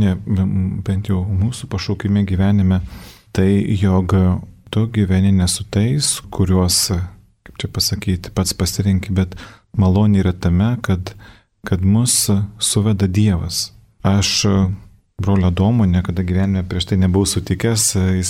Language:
Lithuanian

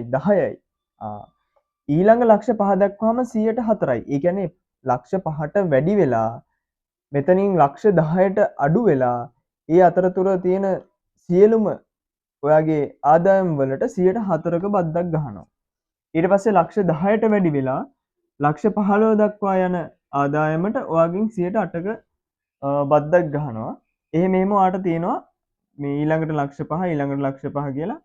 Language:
Sinhala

